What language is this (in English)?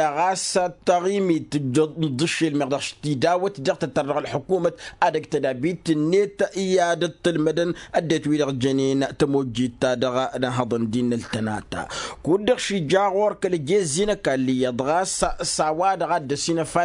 Tamasheq